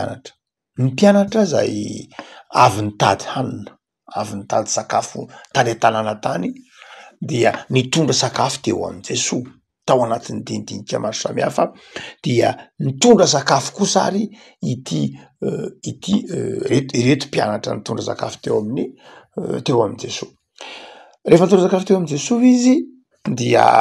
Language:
Malagasy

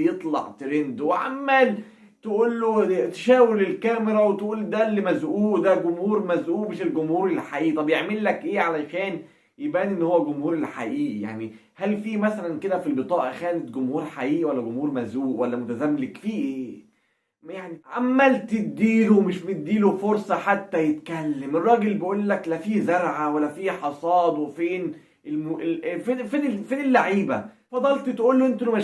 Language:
Egyptian Arabic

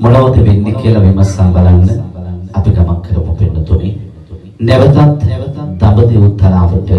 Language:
Sinhala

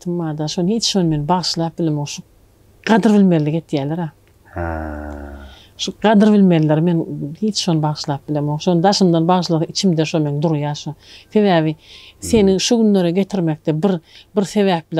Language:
Turkmen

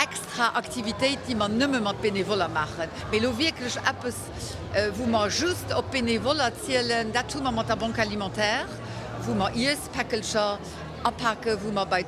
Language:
Luxembourgish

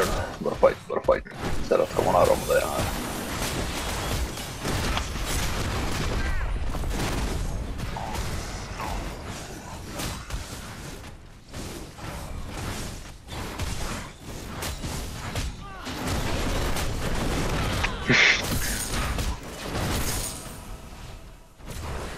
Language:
Norwegian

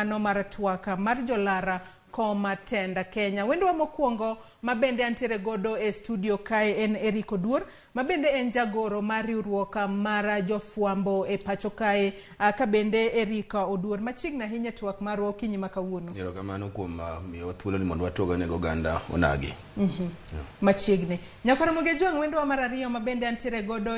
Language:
Luo (Kenya and Tanzania)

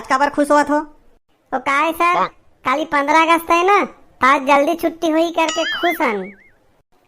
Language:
Chhattisgarhi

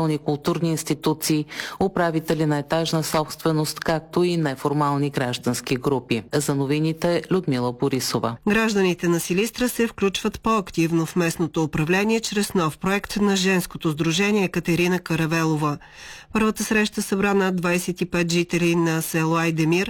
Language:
Bulgarian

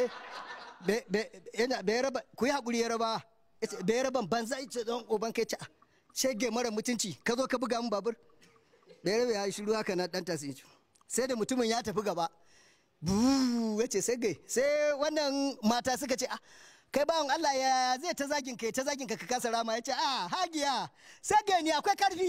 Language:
Hausa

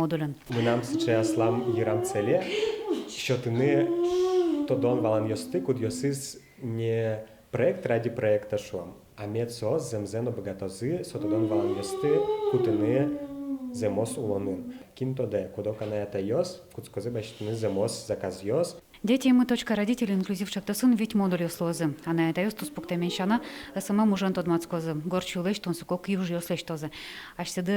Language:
Udmurt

